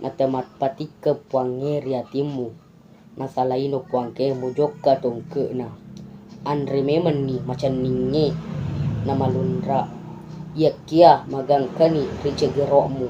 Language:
Buginese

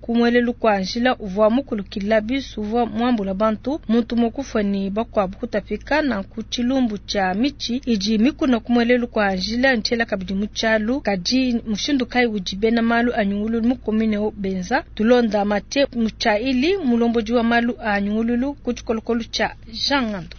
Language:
Luba-Lulua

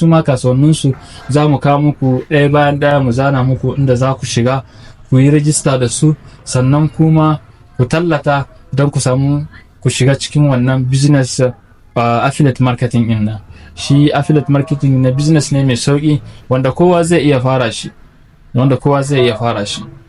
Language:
Hausa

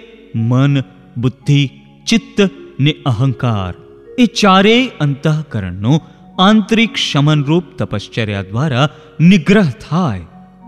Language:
Gujarati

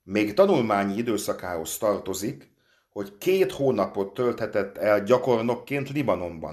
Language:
Hungarian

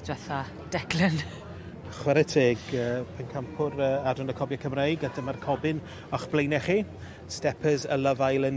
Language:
Welsh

